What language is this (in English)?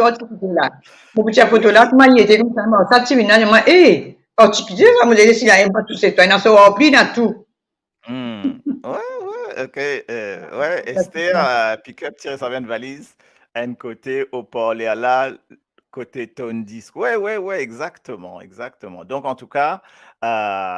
Morisyen